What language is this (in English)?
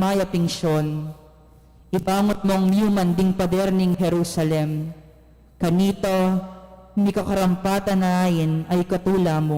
Pampanga